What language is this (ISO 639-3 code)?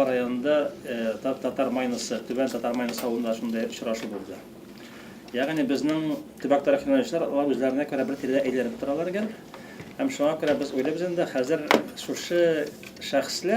tat